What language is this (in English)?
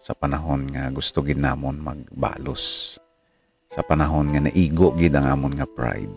Hiligaynon